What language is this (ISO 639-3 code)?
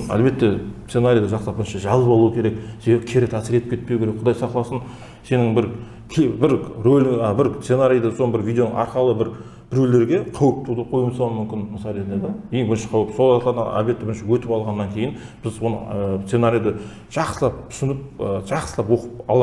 kaa